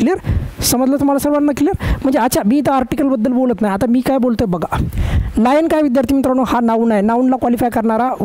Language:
Marathi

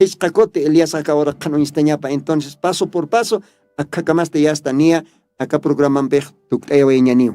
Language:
Aymara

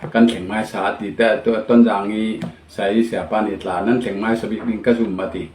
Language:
Falam Chin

